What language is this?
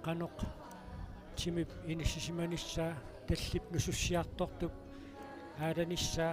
Kalaallisut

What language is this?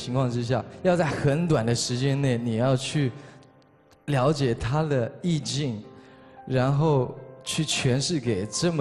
Chinese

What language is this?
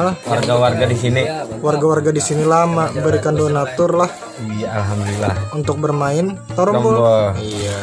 Banjar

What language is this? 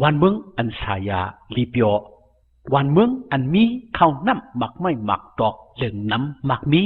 Shan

